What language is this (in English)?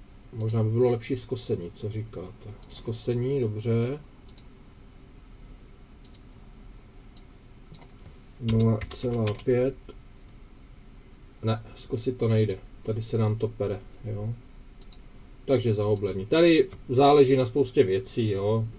Czech